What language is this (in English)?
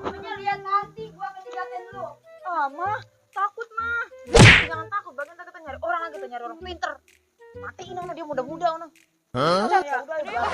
Betawi